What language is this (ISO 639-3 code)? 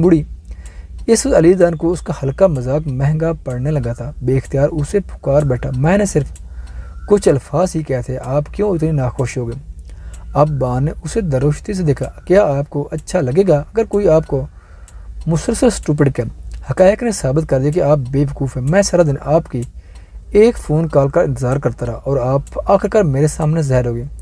urd